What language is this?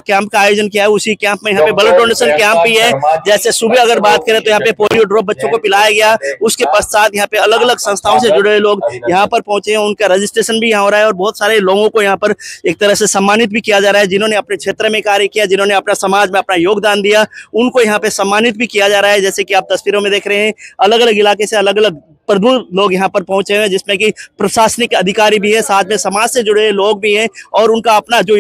Hindi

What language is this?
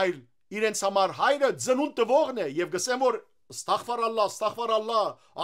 Western Armenian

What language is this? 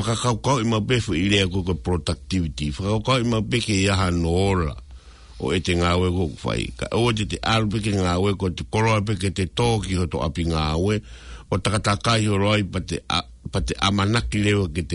Tongan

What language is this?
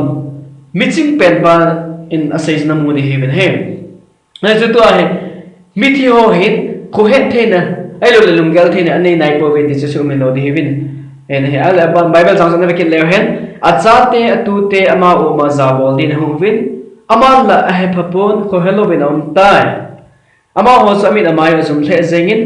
Thado Chin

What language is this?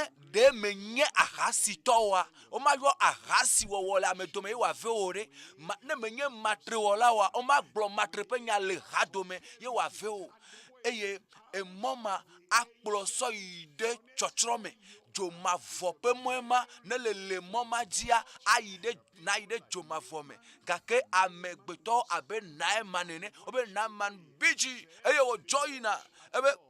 Ewe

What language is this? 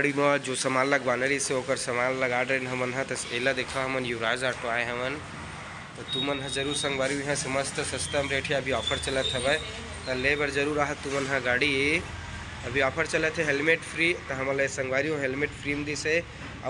Chhattisgarhi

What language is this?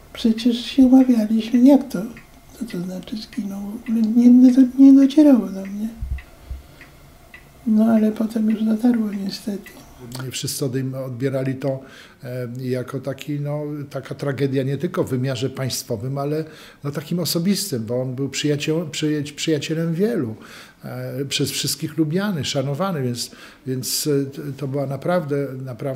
Polish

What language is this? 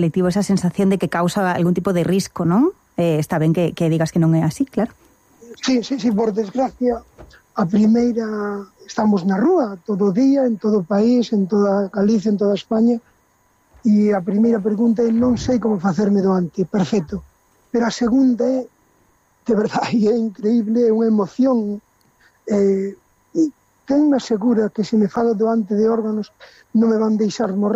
Galician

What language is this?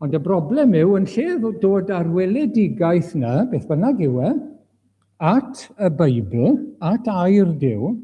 Welsh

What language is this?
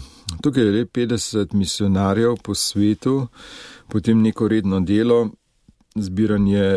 Slovenian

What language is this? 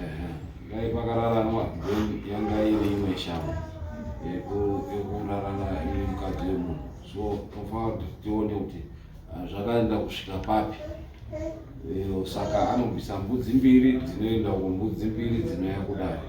Shona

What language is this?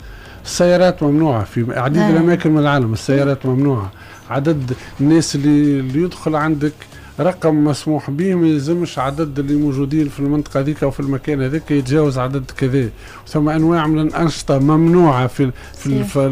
Tunisian Arabic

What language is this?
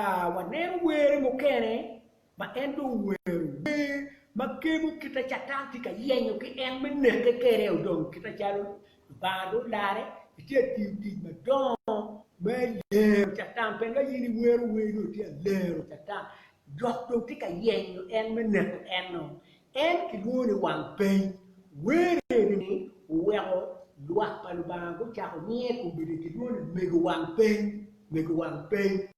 Acoli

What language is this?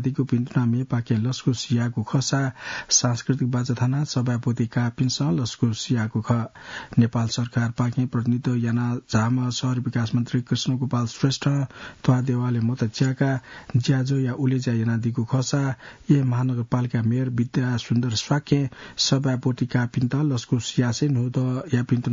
Newari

